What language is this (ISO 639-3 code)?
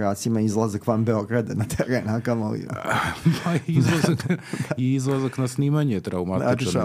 srp